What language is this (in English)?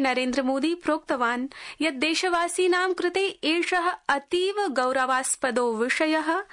Sanskrit